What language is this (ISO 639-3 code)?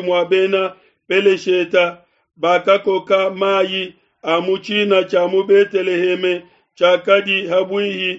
lua